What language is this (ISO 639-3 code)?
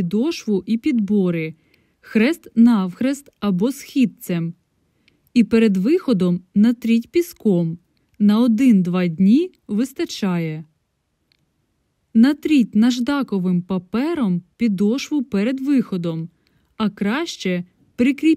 ukr